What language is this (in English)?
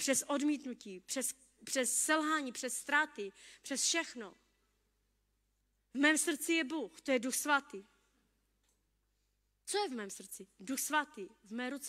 Czech